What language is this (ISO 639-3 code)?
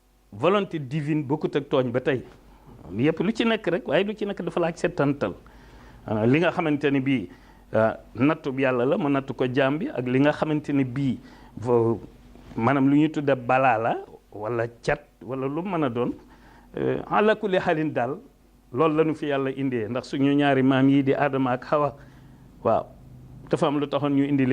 wol